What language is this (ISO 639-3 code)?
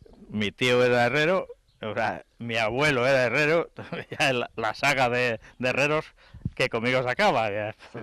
spa